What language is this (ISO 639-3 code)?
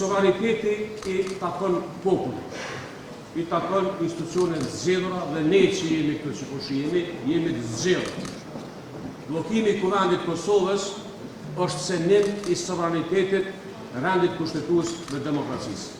sqi